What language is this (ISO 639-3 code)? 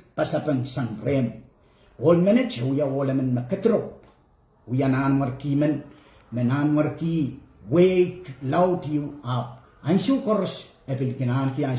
pon